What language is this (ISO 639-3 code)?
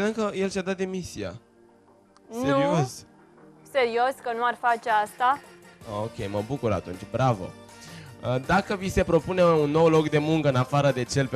ron